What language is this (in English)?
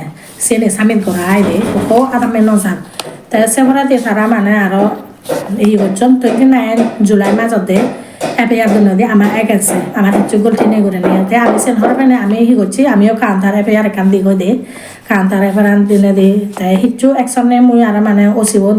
Chakma